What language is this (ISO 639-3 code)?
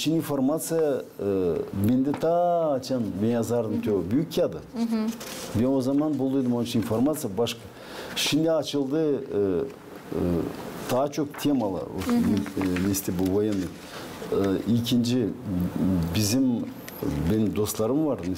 gag